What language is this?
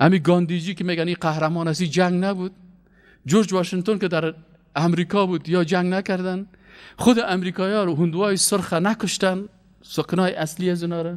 Persian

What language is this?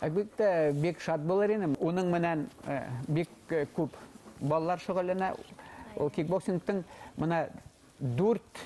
Bashkir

